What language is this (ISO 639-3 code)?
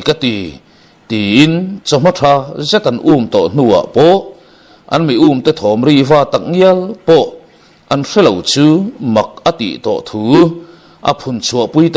lus